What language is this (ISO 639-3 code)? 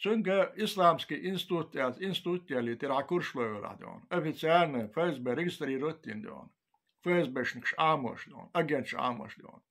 che